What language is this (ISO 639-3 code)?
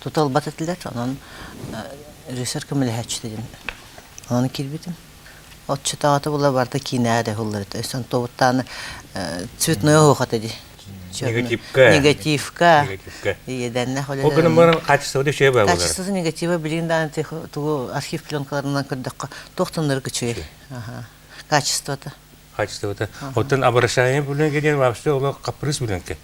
sah